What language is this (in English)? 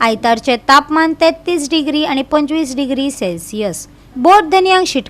Konkani